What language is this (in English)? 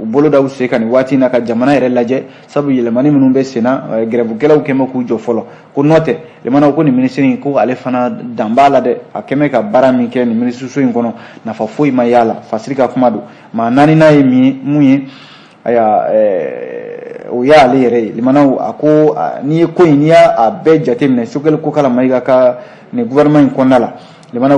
Bambara